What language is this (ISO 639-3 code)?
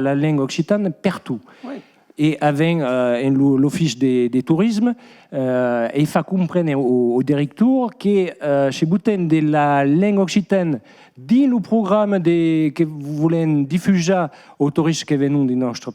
oci